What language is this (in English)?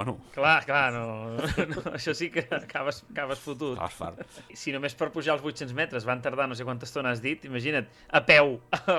Catalan